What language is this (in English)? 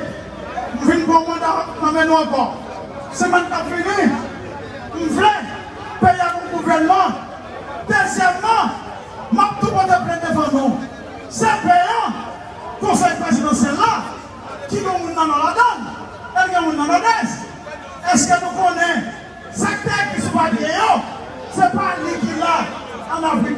Haitian Creole